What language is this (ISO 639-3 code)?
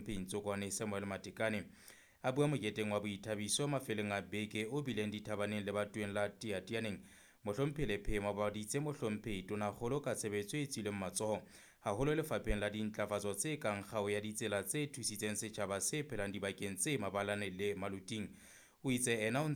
sot